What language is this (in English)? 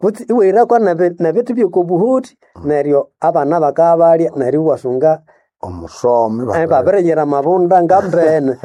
Nande